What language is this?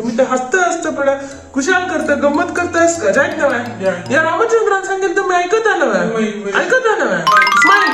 Konkani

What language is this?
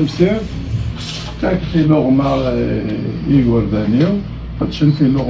Kabyle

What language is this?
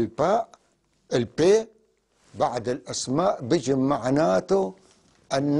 North Levantine Arabic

